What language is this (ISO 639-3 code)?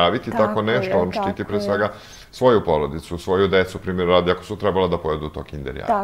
srp